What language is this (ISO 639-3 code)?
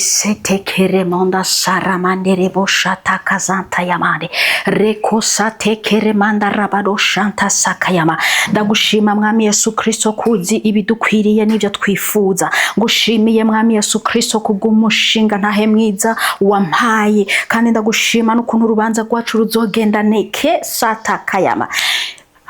run